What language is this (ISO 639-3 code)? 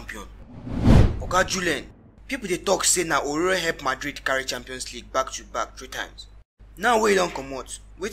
pcm